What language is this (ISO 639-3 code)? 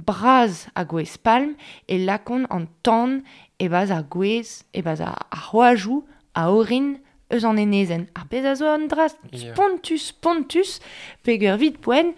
bre